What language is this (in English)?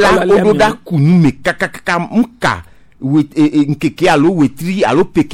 Gen